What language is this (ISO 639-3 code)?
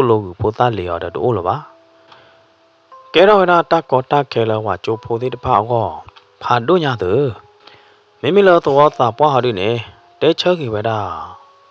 ksw